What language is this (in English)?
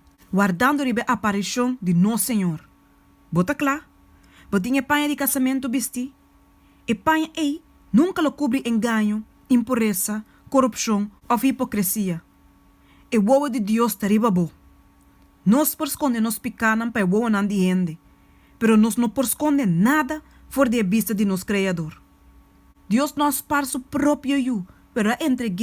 Papiamento